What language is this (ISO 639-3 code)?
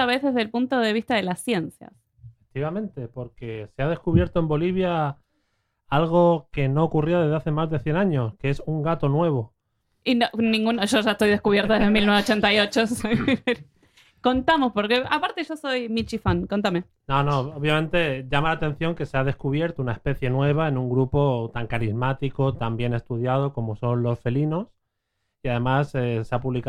spa